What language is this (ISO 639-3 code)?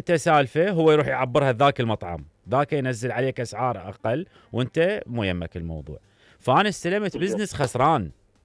acm